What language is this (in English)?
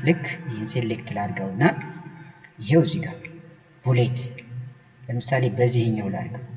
Amharic